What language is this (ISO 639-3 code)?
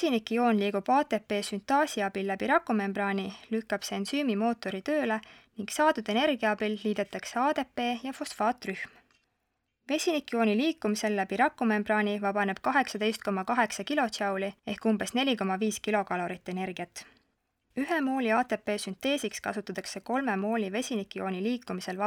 est